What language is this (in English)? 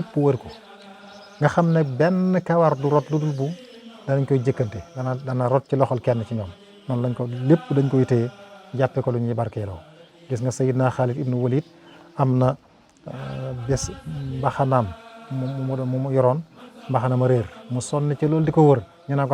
Wolof